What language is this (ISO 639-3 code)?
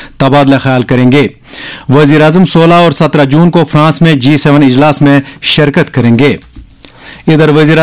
urd